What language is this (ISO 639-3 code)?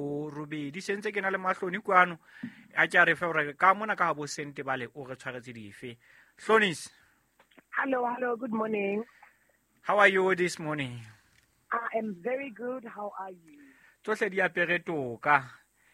sot